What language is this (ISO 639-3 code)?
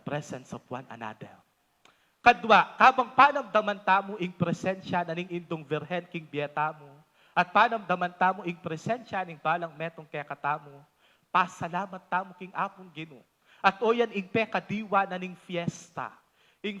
pam